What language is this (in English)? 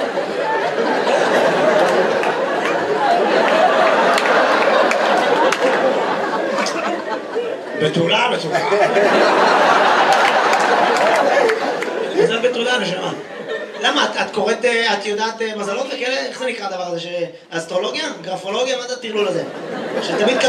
Hebrew